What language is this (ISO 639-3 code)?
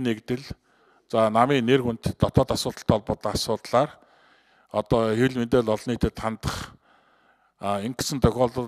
mon